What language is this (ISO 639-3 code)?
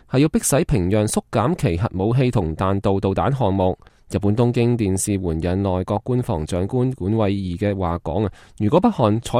yue